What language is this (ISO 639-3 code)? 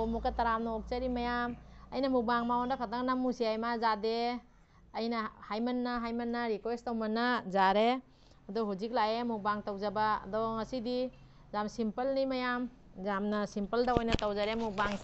mni